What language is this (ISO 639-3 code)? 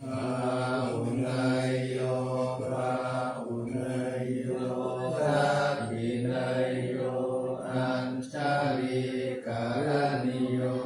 pli